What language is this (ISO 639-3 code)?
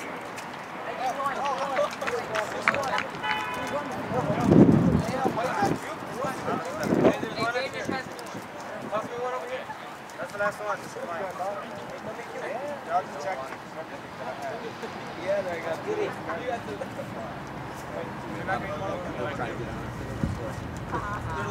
eng